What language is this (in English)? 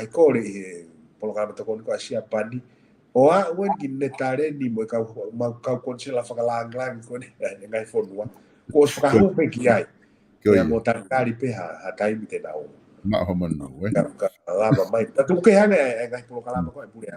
Tongan